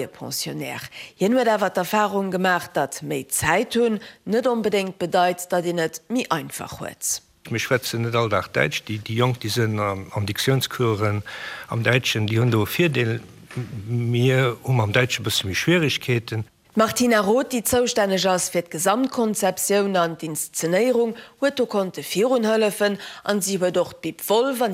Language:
Luxembourgish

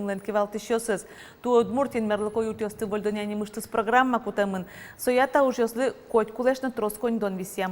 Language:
Udmurt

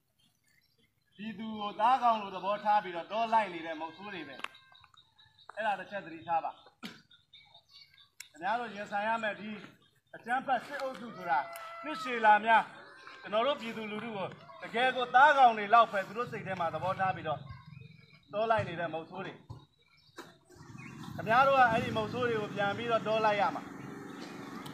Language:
Burmese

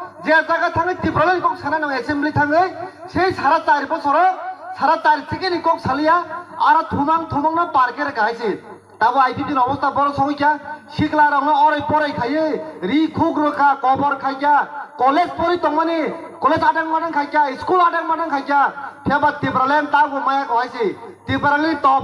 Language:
Kok Borok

